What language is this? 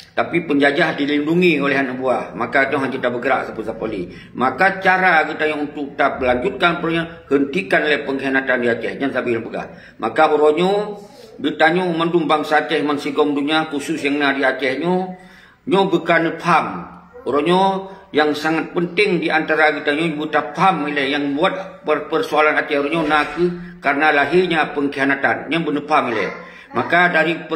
Achinese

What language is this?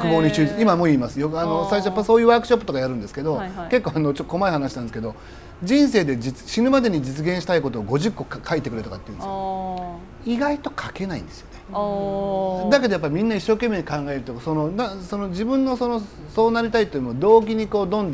Japanese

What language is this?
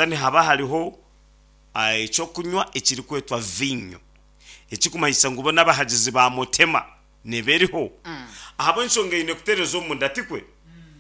Nyankole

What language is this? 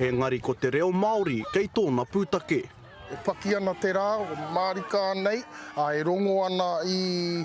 Māori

